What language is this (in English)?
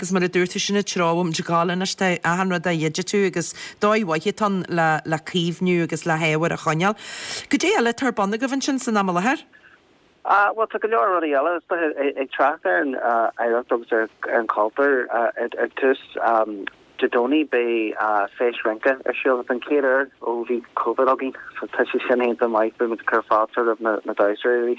Irish